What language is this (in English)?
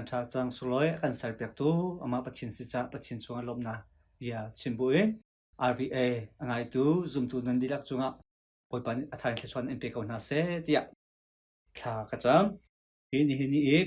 Hakha Chin